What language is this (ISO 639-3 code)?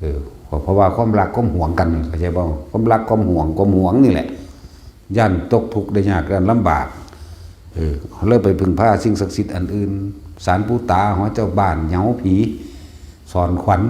tts